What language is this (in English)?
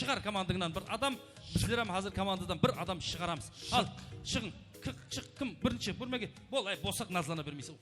Kara-Kalpak